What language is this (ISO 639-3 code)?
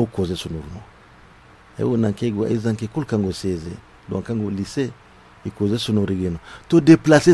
dje